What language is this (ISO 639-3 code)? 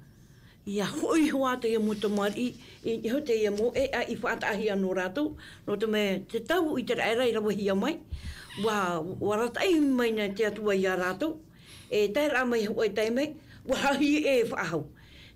tah